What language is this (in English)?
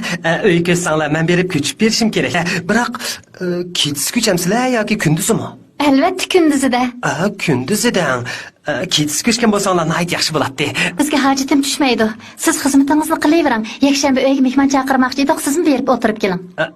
Uyghur